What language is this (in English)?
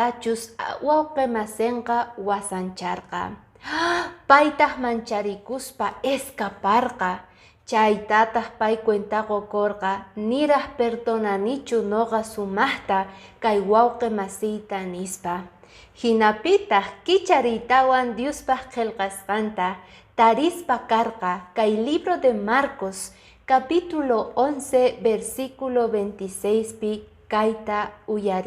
Quechua